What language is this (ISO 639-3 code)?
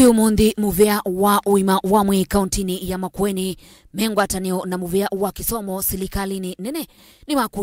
kam